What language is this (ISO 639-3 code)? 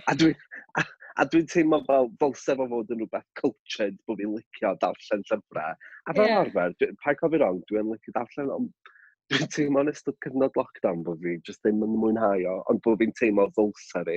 cym